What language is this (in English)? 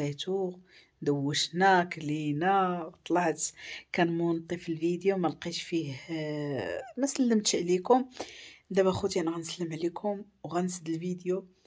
Moroccan Arabic